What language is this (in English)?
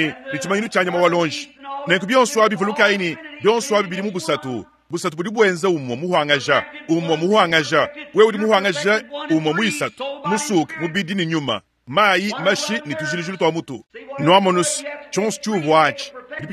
Luba-Lulua